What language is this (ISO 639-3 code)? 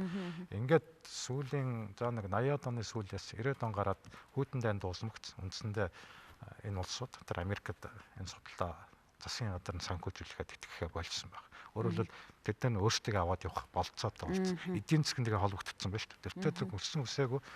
mon